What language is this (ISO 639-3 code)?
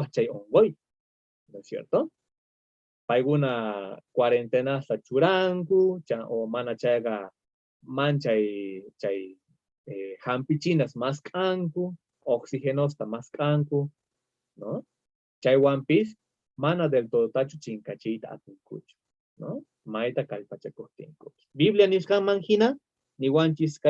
quh